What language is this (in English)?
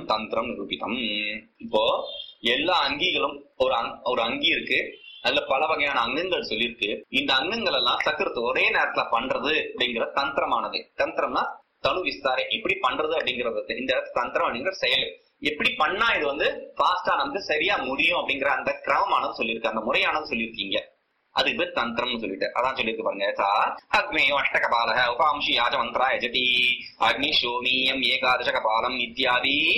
Tamil